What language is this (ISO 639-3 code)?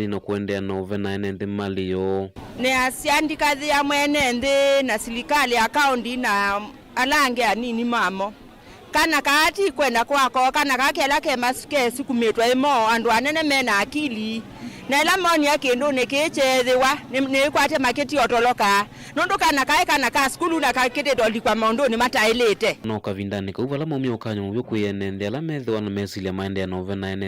kam